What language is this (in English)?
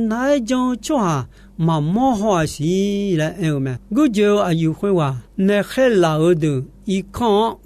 Akha